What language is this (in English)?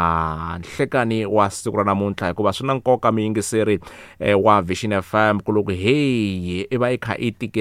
Tsonga